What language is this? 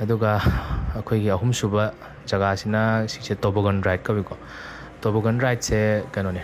Manipuri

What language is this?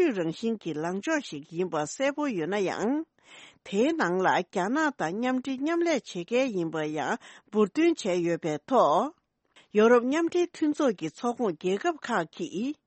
Tibetan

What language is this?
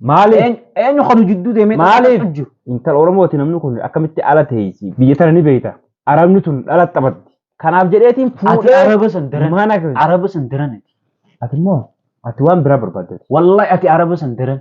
Oromo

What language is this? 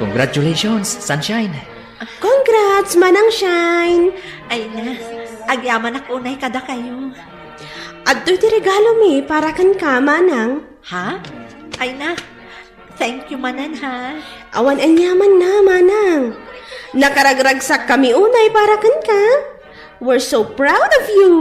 Iloko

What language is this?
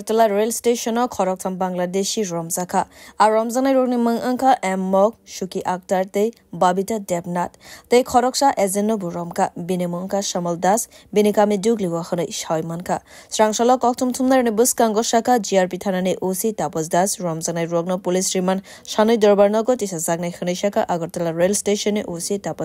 Kok Borok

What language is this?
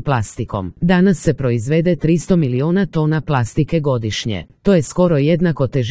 Croatian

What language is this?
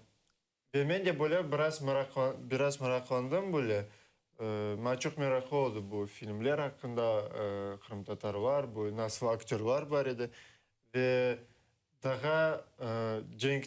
Crimean Tatar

